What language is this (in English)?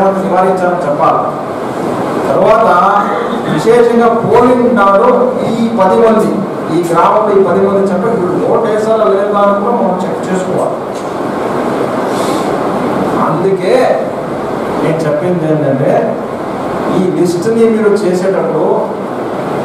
Telugu